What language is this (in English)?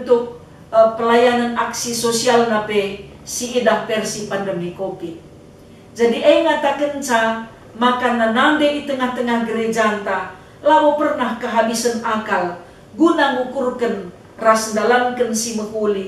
Batak Karo